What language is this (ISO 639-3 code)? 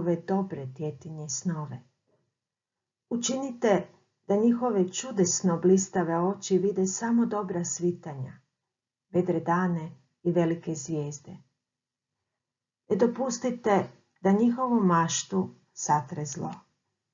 hrv